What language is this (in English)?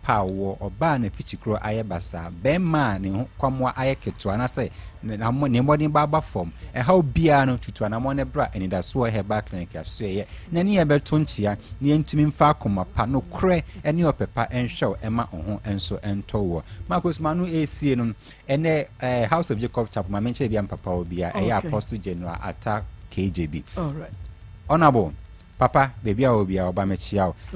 Akan